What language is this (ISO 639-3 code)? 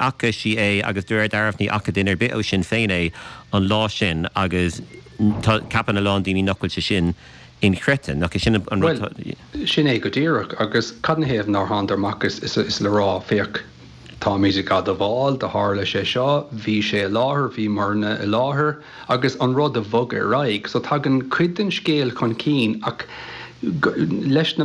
gle